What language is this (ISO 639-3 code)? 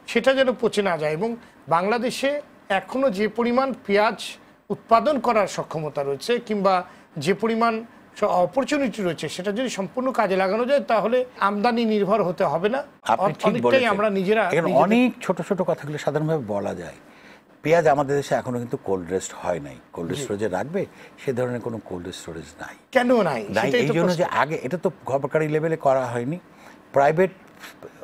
ben